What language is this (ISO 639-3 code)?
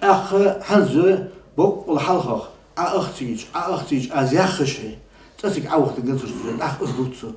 inh